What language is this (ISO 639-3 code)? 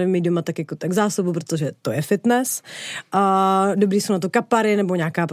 ces